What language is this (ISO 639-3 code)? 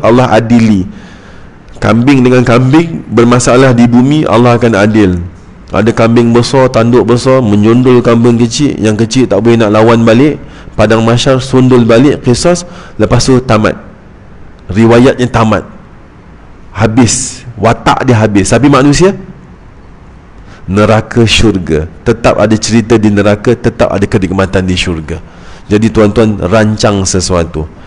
msa